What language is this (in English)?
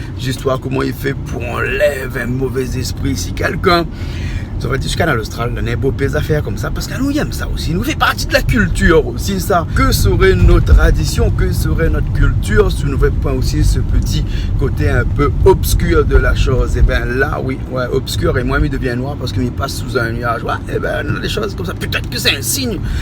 Réunion Creole French